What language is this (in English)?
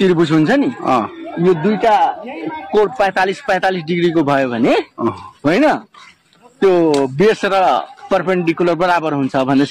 Nepali